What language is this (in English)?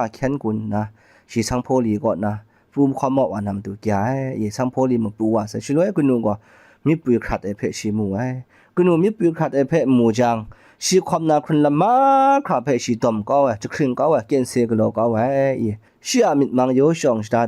Kachin